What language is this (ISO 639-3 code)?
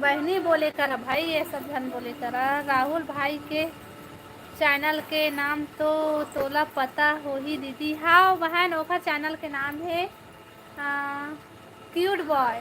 hne